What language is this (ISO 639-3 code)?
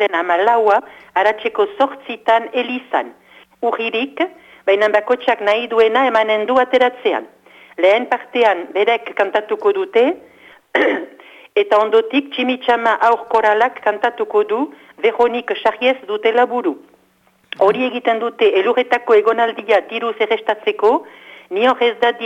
eus